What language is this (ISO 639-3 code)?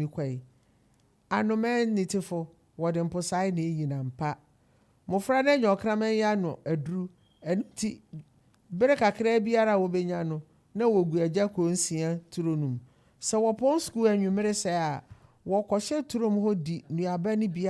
aka